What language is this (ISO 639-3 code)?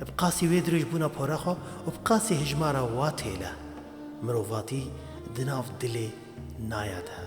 kur